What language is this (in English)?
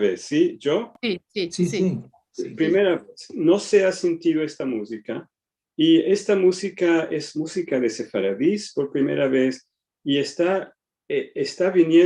Ladino